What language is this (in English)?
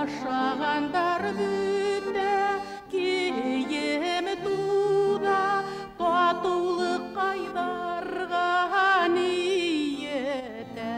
Bashkir